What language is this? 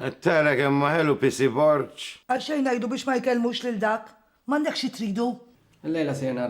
Maltese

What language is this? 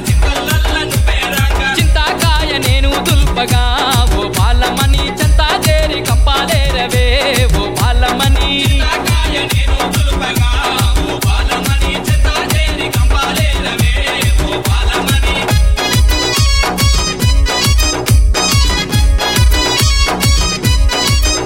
Telugu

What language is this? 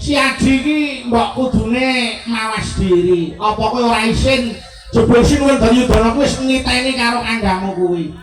Javanese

